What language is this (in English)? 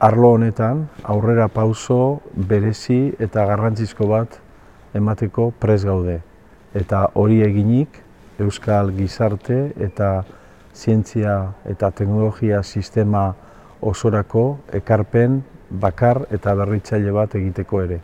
Basque